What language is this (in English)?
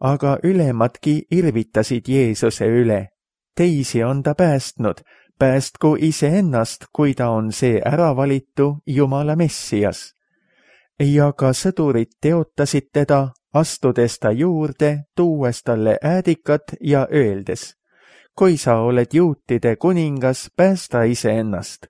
Estonian